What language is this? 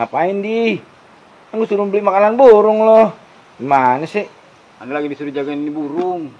Betawi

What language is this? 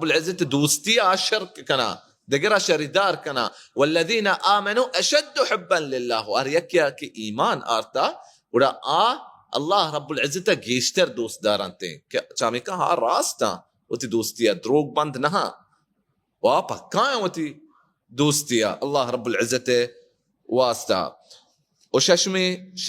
Baluchi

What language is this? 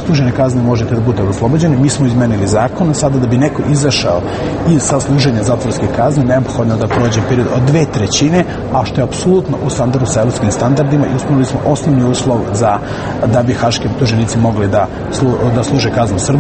Serbian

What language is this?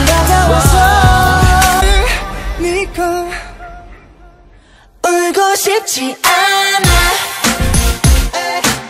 Korean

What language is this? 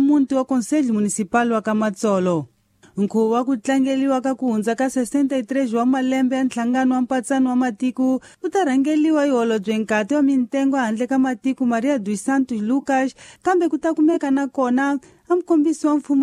Tsonga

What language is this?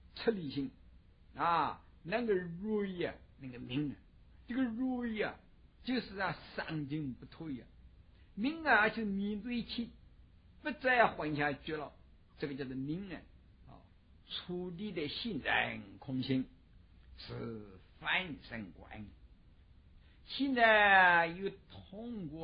Chinese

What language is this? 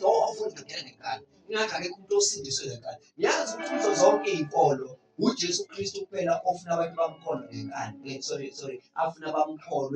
Zulu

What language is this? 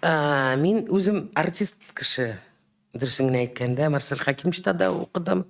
Tatar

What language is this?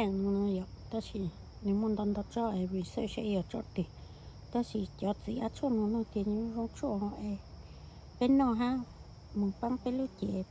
Hmong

